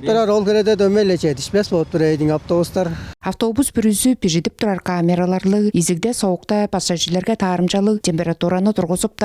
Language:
Tuvinian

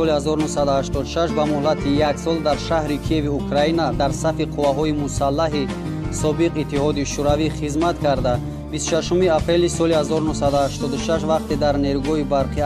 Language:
Tajik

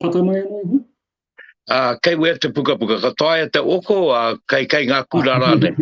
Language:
Māori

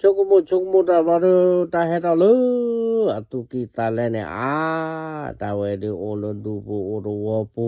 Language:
S'gaw Karen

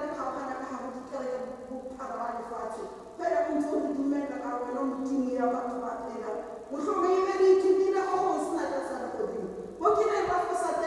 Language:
Tswana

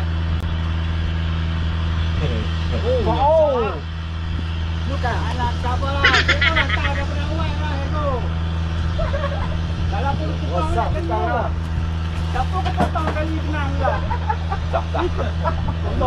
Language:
Malay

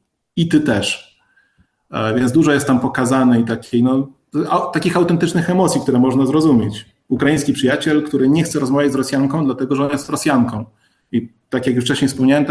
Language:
Polish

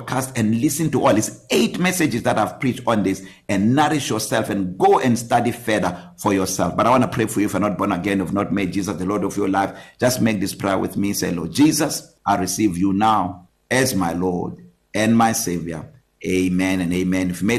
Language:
English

